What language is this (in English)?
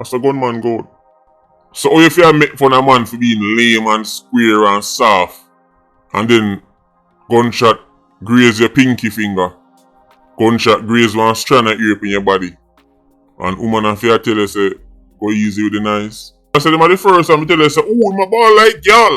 Jamaican Creole English